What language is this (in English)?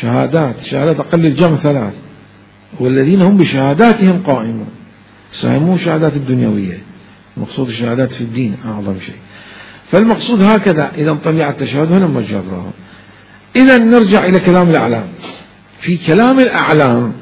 Mesopotamian Arabic